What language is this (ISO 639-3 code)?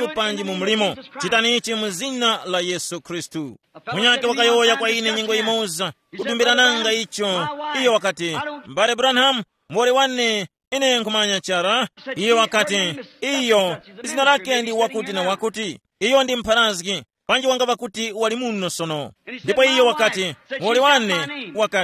tum